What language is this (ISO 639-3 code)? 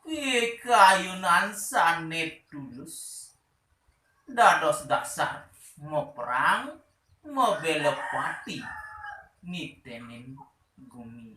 ban